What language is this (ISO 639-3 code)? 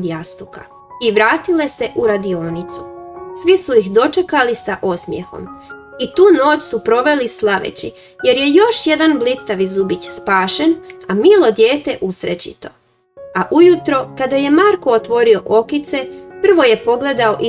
hrv